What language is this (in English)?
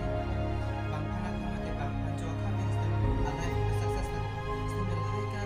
Karbi